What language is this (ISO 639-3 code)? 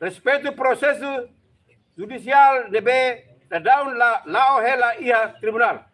tet